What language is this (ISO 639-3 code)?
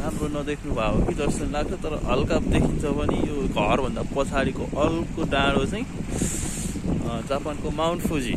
nep